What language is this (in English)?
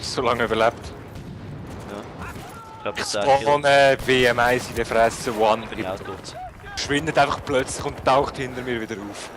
Swiss German